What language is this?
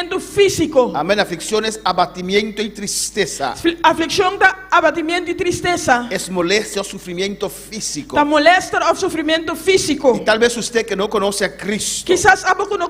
Papiamento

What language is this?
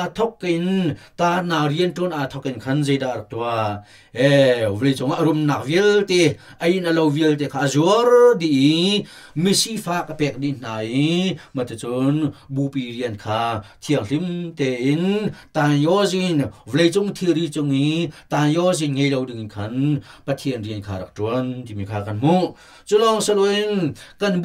Hakha Chin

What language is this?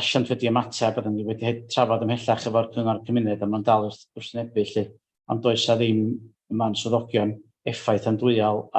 Welsh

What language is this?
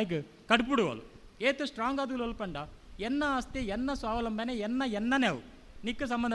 Tulu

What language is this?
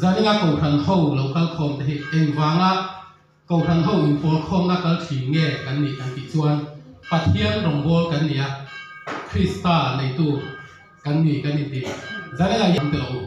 Mizo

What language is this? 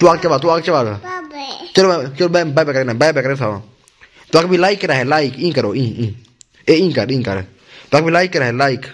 Saraiki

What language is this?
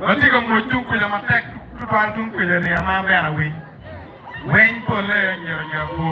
Acoli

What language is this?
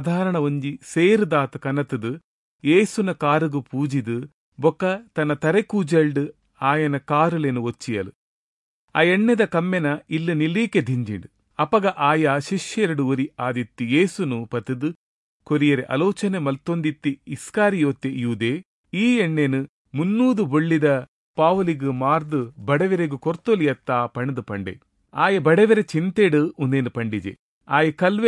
Tulu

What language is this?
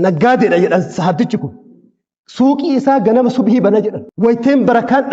Oromo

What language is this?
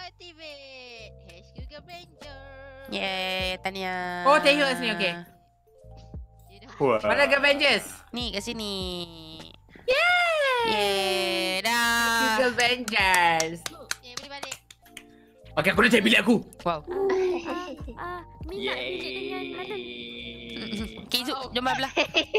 Malay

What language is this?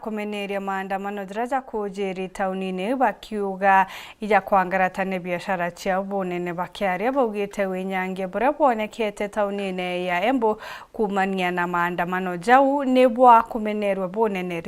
Meru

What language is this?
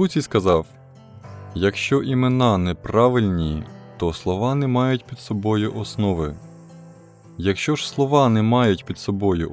Ukrainian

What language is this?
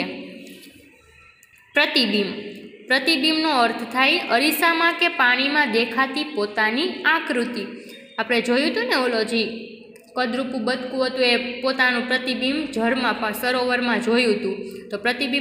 Gujarati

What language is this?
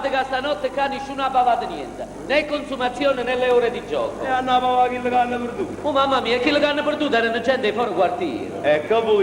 Neapolitan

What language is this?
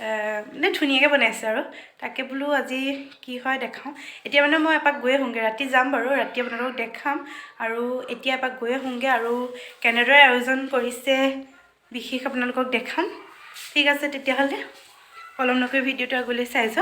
Assamese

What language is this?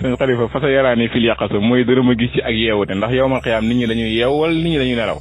Wolof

